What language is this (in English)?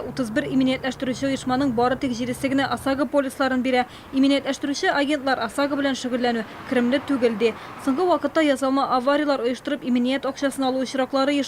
Tatar